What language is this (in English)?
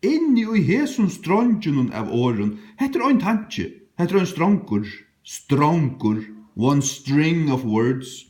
Faroese